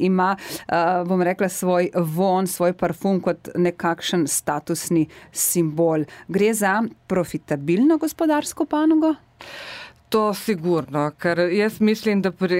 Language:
Slovenian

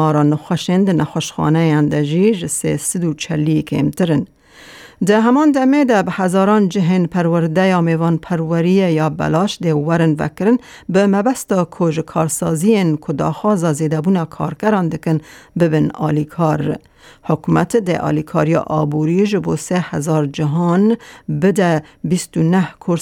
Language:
Kurdish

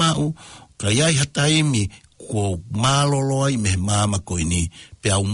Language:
Tongan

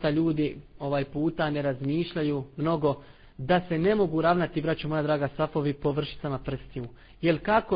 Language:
Bosnian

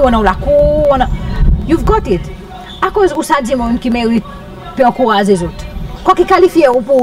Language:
Seselwa Creole French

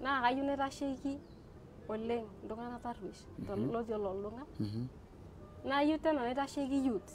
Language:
Masai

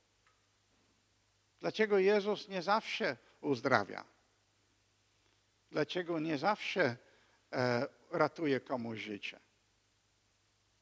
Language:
Polish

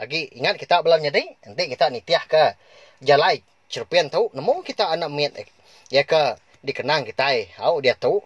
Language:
Iban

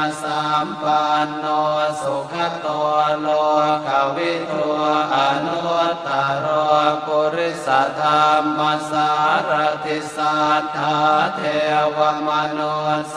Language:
Pali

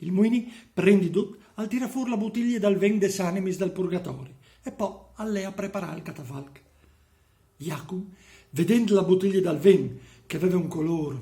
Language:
Friulian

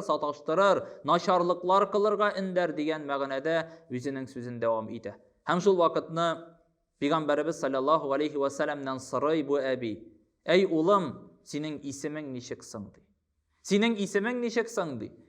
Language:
Tatar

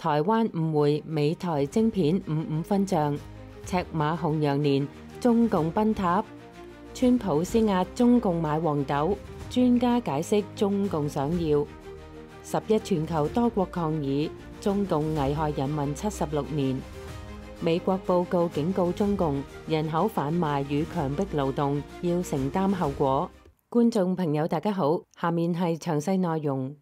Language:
Cantonese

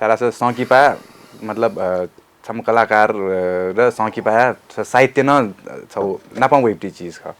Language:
Newari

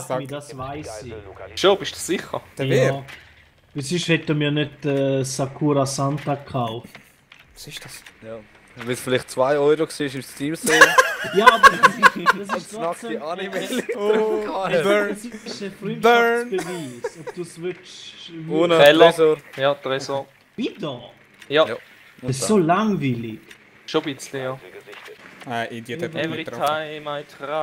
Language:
Swiss German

